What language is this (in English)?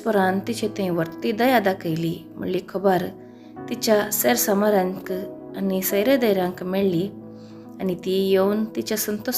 Konkani